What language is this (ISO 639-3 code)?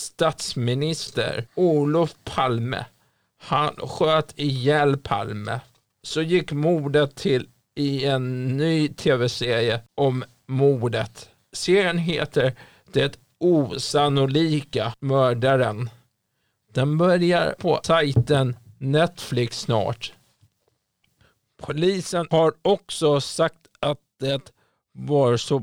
swe